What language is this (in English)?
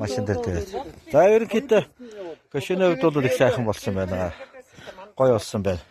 Mongolian